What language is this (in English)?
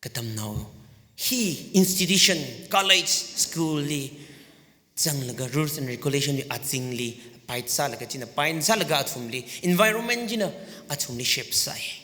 Tangkhul Naga (India)